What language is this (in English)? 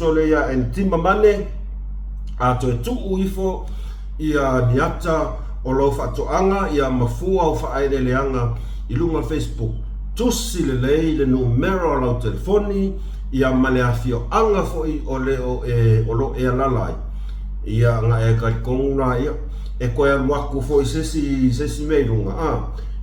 Samoan